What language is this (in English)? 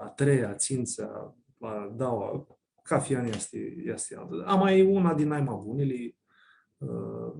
Aromanian